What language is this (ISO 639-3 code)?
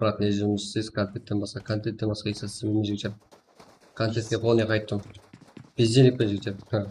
kaa